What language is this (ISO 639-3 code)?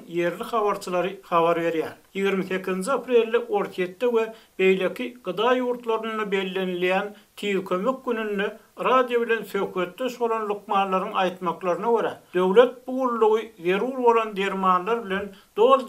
tuk